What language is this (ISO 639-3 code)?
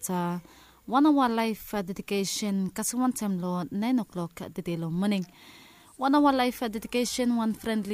bis